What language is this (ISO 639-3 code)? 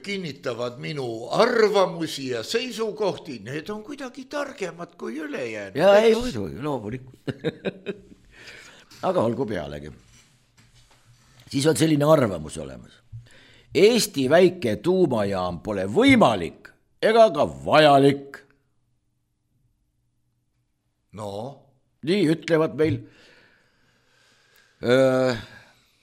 est